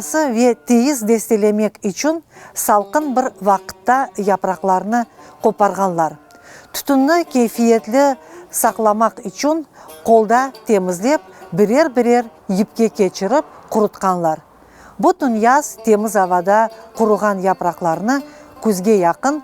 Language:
Crimean Tatar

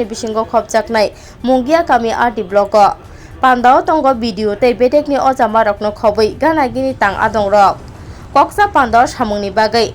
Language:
Kok Borok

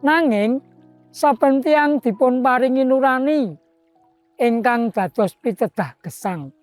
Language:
Javanese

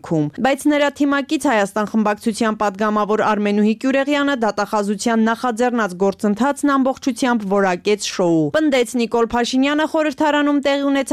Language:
Armenian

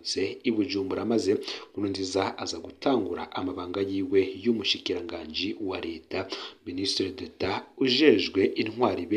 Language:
Rundi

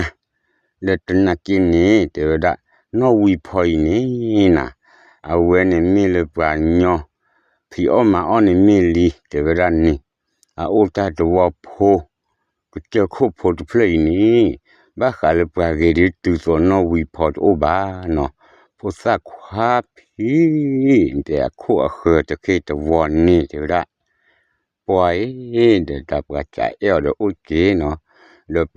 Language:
S'gaw Karen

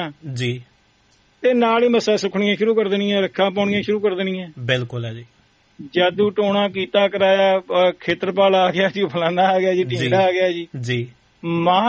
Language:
Punjabi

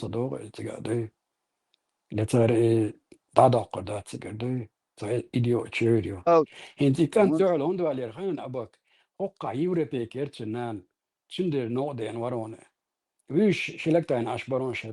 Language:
Chechen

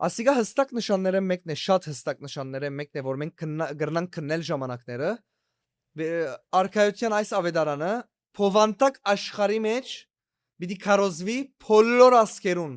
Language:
Western Armenian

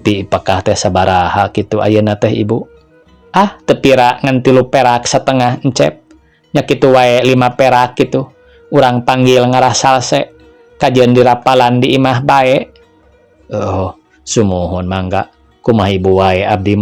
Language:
Sundanese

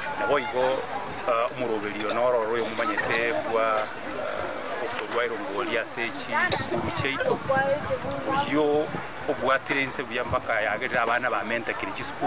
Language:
Gusii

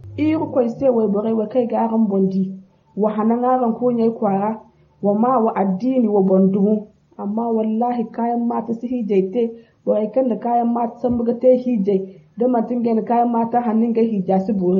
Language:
Zarma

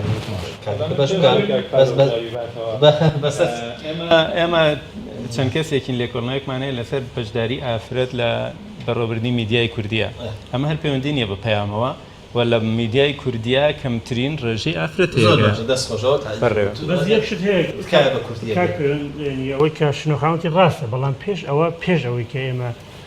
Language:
Central Kurdish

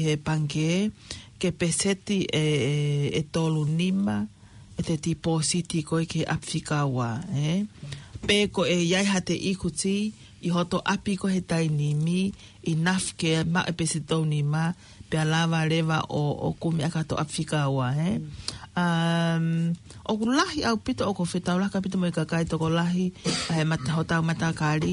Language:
Tongan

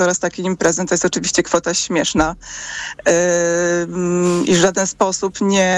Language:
Polish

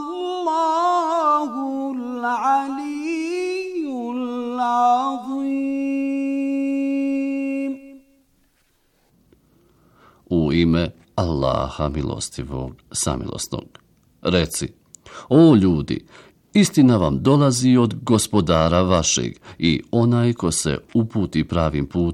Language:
Bosnian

